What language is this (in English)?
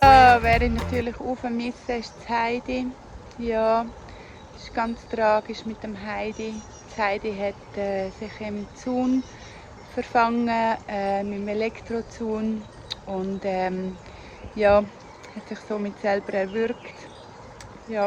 Swiss German